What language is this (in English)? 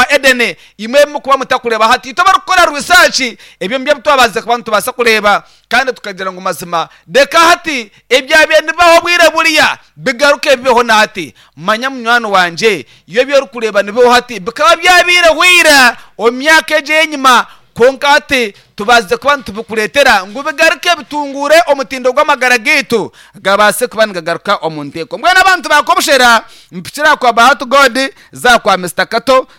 Nyankole